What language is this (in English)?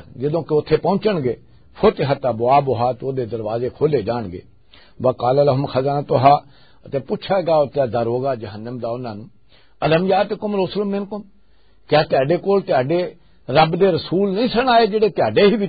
Western Panjabi